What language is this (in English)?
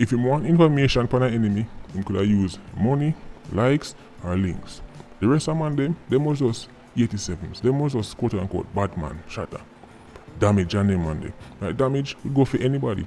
Jamaican Creole English